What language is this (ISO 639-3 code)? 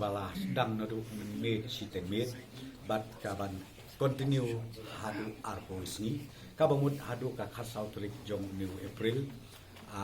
kha